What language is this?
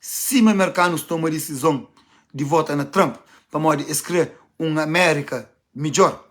Kabuverdianu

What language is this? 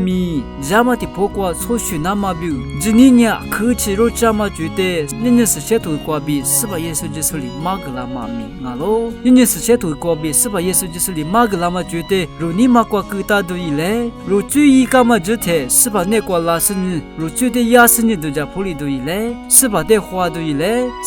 Lisu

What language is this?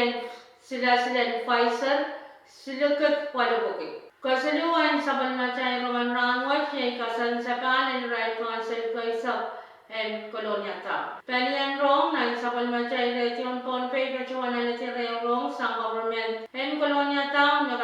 Pohnpeian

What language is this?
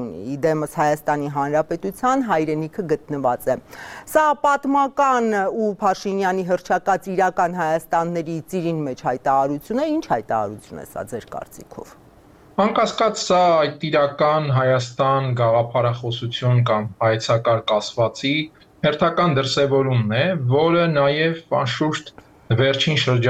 Armenian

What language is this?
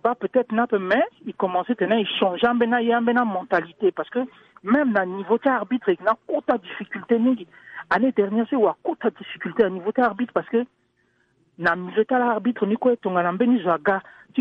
Sango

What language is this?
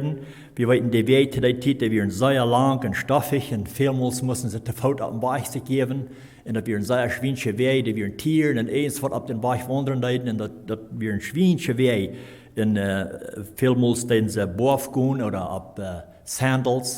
Plautdietsch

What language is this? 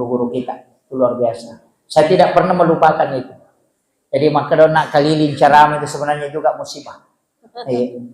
Buginese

